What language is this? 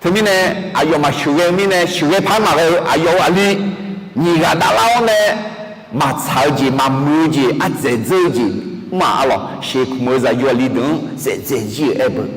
Akha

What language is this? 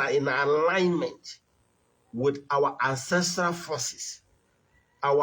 Igbo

